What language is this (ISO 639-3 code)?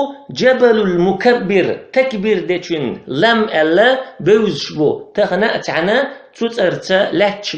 che